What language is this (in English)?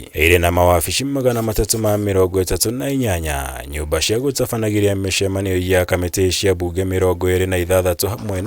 Kikuyu